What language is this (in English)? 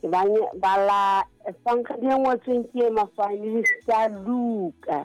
Southern Sotho